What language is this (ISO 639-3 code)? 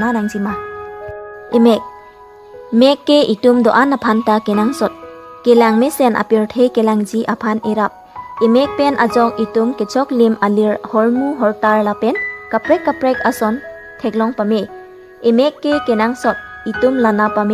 mjw